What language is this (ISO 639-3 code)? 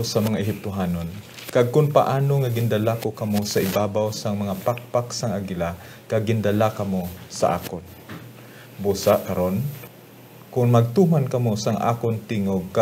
hil